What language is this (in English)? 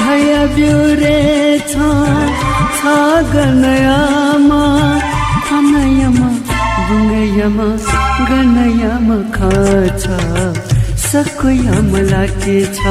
Newari